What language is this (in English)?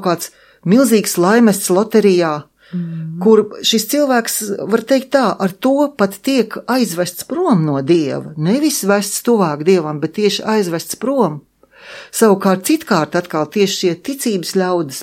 Latvian